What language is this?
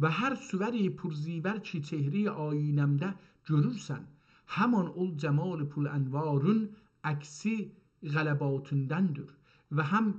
South Azerbaijani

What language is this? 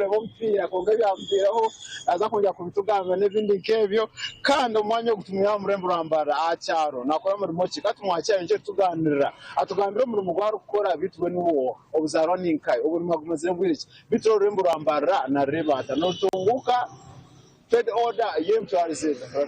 Nyankole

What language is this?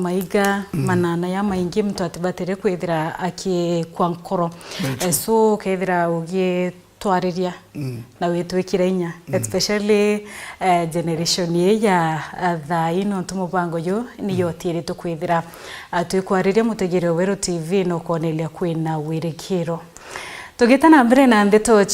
Meru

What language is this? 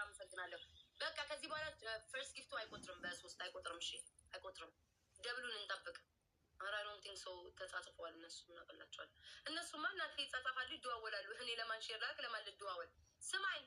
Amharic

